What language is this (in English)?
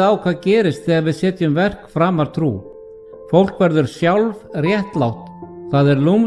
Icelandic